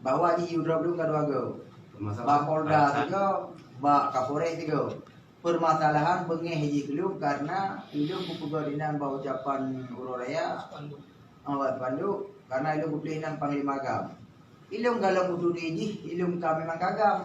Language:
Achinese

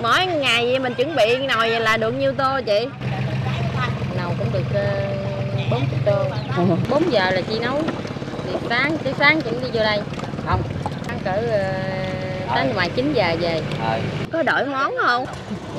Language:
Vietnamese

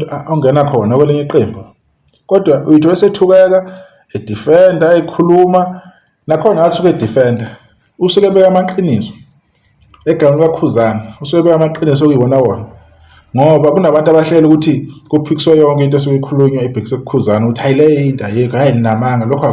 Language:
Zulu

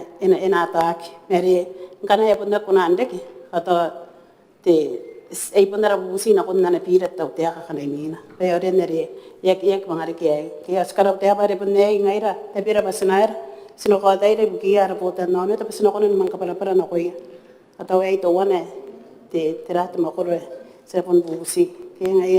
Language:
Gilbertese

